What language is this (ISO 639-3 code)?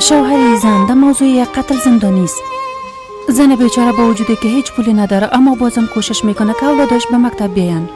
fas